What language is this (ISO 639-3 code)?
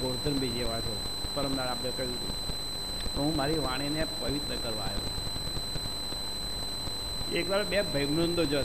guj